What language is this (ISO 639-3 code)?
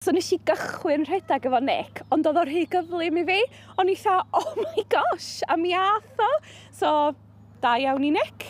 cym